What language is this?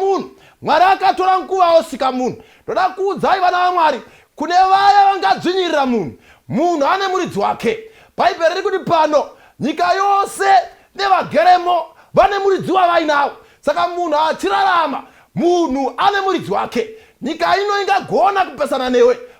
Shona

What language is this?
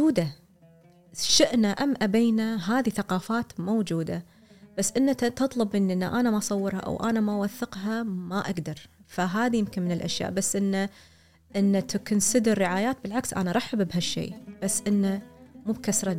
Gulf Arabic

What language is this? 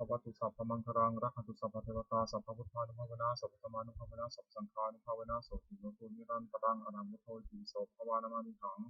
Pali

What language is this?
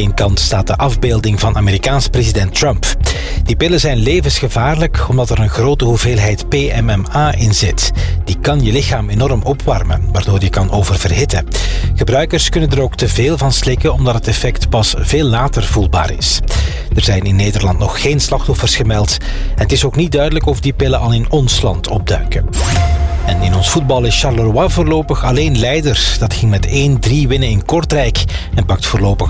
Dutch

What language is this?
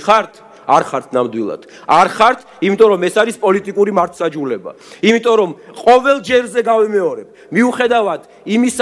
Georgian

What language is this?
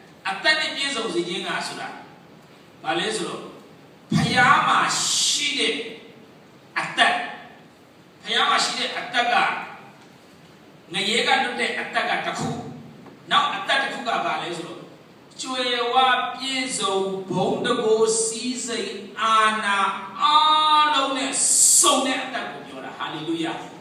Burmese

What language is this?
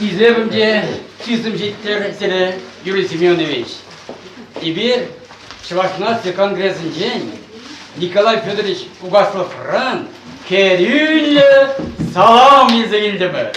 Chuvash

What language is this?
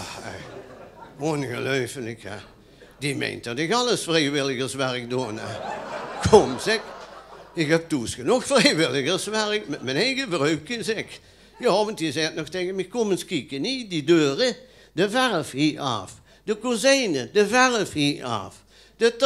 Limburgish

